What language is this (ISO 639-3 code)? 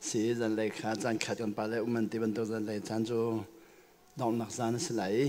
cnh